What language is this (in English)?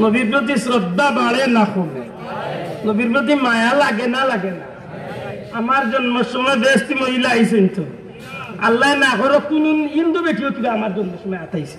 Sylheti